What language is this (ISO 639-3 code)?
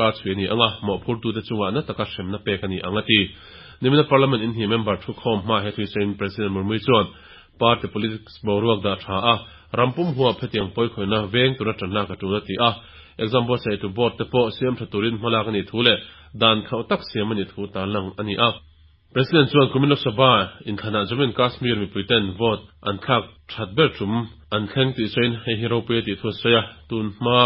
lus